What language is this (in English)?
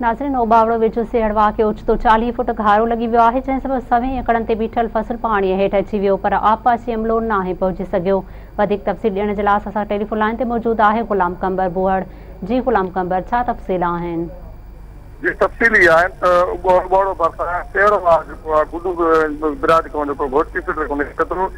Sindhi